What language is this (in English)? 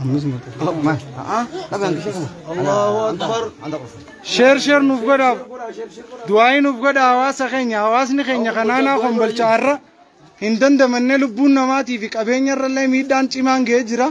Oromo